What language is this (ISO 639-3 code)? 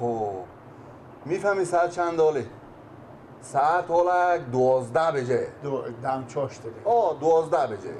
fas